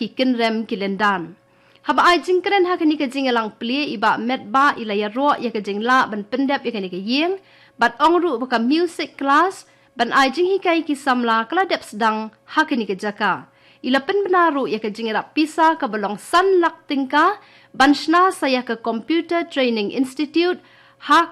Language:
Khasi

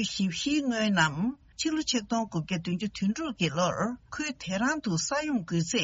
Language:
Tibetan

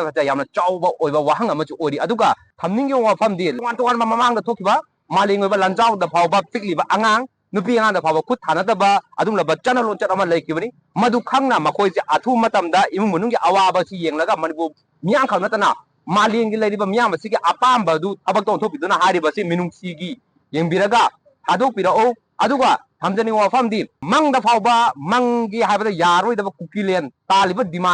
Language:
Manipuri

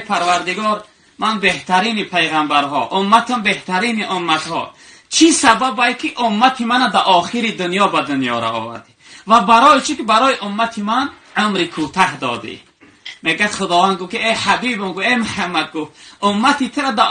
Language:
Tajik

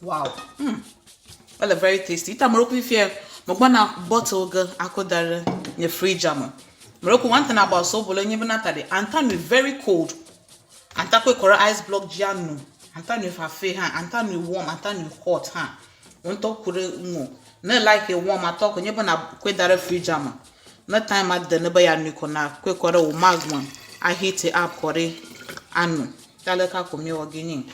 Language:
Ewe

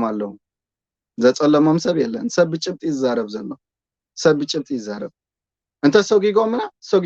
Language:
Tigrinya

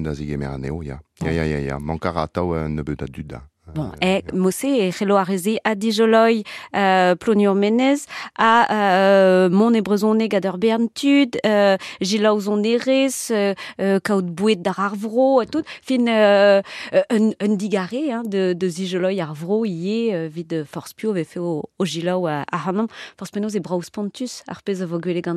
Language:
Breton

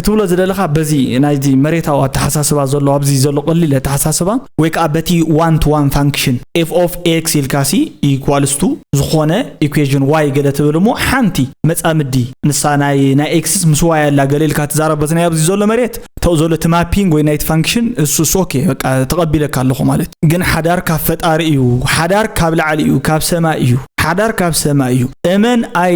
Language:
Tigrinya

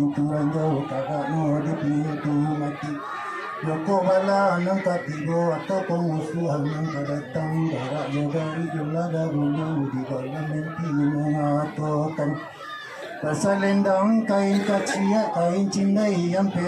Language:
Minangkabau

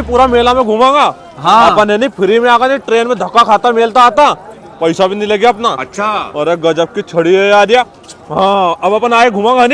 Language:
Rajasthani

